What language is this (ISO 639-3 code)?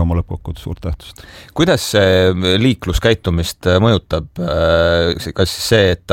est